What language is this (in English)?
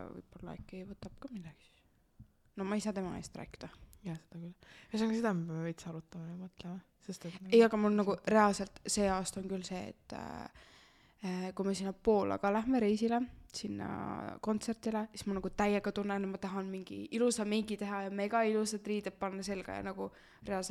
Estonian